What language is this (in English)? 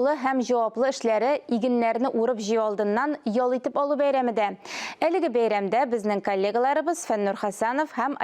Tatar